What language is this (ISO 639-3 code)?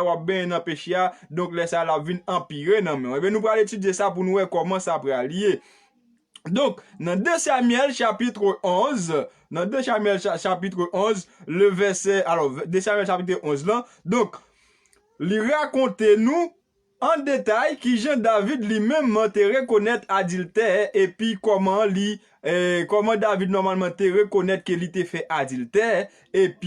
hat